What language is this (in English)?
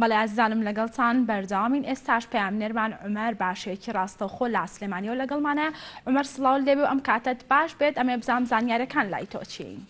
Central Kurdish